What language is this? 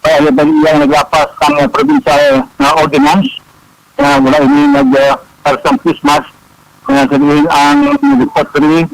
Hiligaynon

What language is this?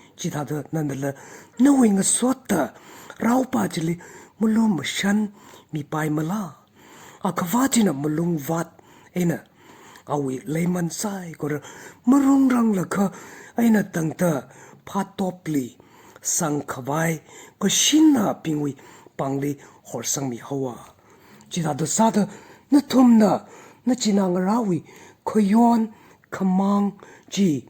Tangkhul Naga (India)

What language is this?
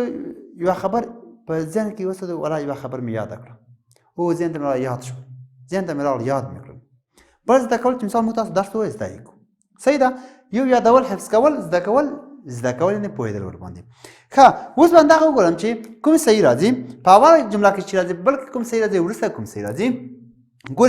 Pashto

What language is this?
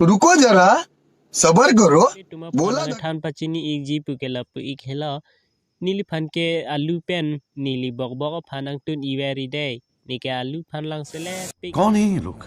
Karbi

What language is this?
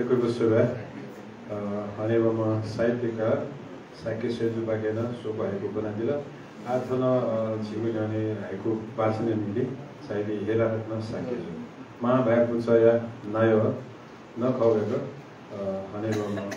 Newari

